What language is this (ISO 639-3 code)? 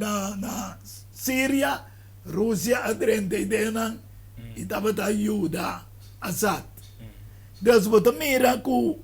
pap